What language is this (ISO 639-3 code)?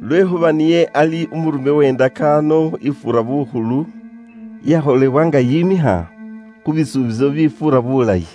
luy